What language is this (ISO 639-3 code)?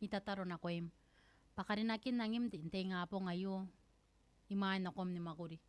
gil